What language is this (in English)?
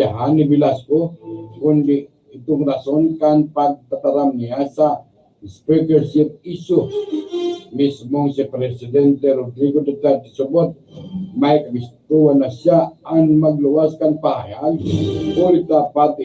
Bikol